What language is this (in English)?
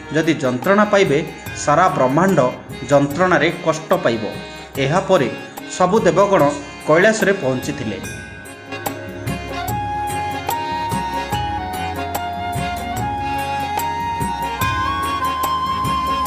Odia